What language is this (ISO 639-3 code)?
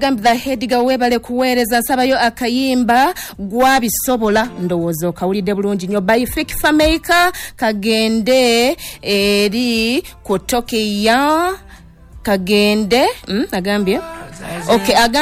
lug